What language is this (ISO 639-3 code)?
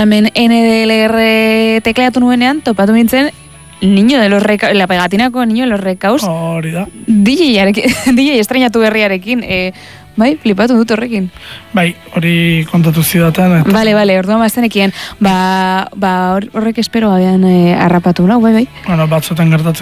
eus